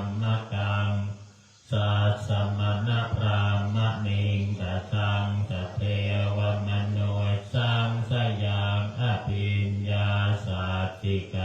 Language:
Pali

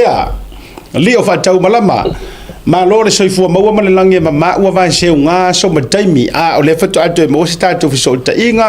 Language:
Samoan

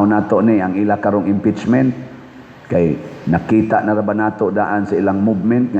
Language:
Cebuano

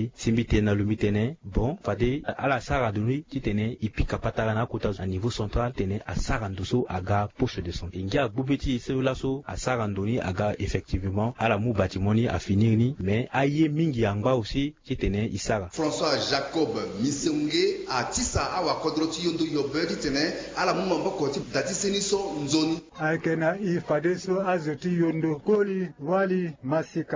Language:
Sango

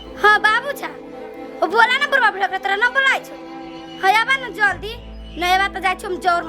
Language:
Maithili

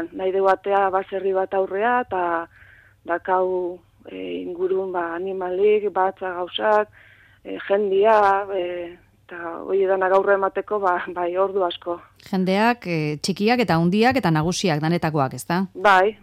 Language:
Basque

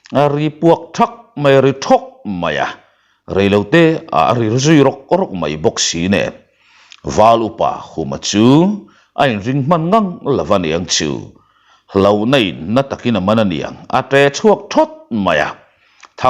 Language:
Mizo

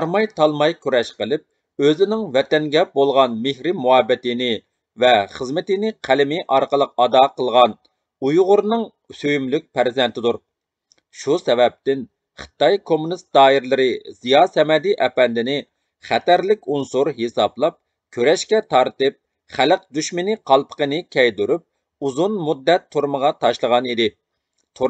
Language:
Uyghur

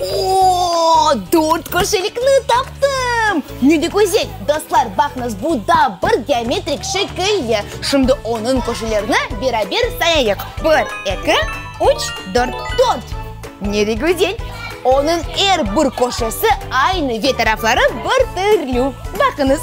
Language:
Crimean Tatar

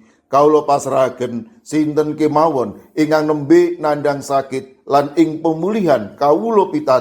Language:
Javanese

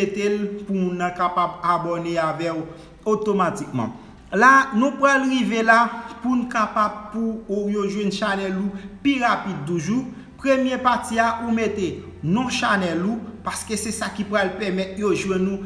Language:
Haitian Creole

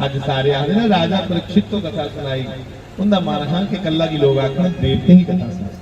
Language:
Dogri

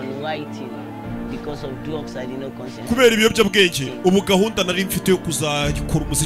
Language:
Kinyarwanda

